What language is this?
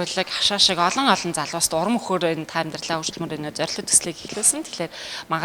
Mongolian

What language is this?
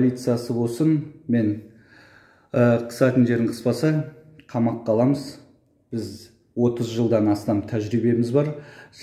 Kazakh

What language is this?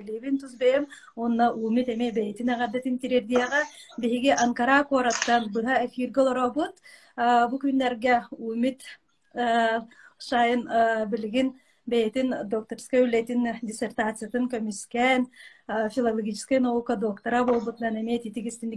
Yakut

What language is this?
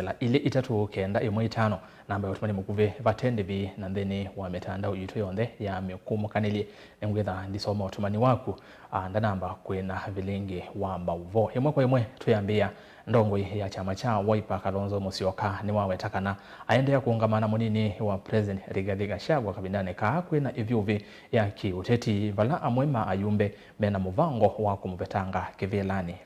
Kamba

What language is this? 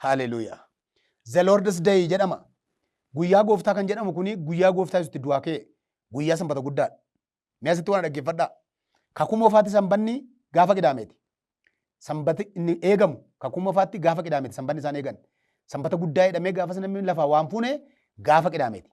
Oromo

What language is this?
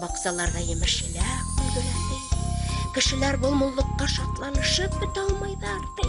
Bashkir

